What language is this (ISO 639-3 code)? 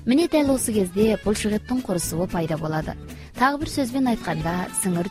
kaz